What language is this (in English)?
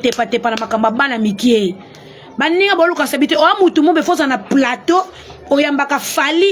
Lingala